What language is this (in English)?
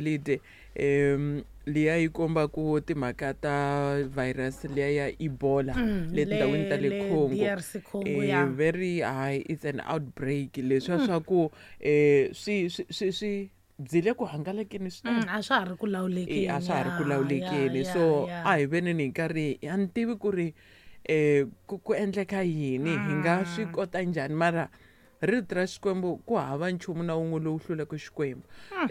Tsonga